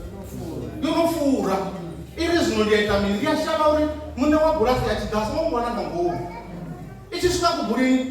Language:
Venda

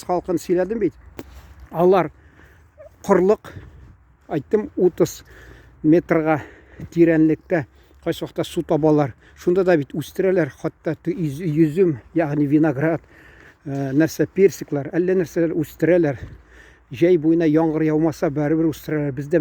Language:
Tatar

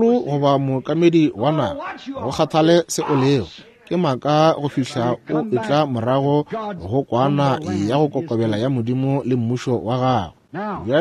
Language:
Northern Sotho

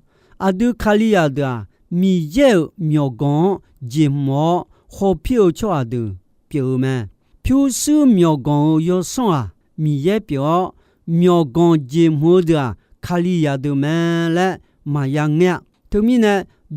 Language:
Akha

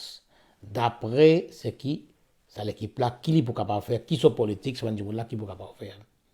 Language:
Morisyen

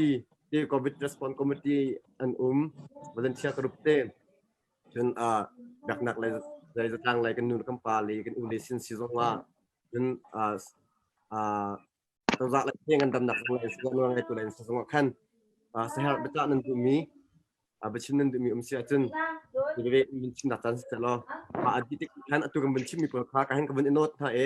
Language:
Hakha Chin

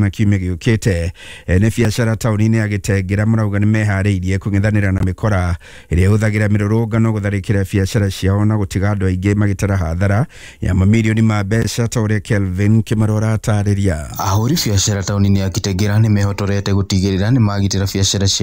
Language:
Kikuyu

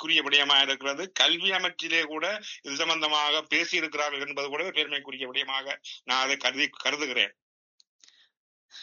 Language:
Tamil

